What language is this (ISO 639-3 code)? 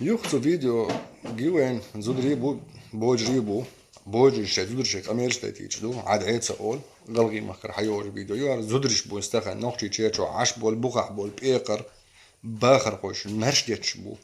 che